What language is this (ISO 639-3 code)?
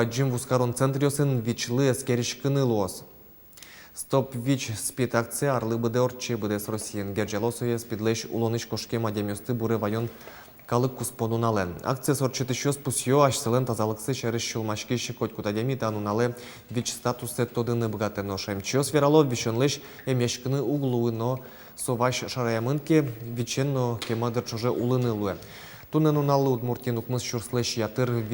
udm